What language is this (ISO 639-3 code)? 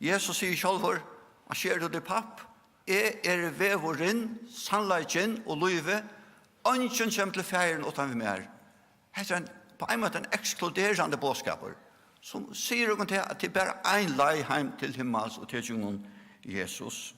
fao